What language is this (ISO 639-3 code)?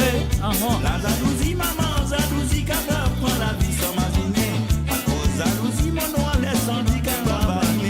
mfe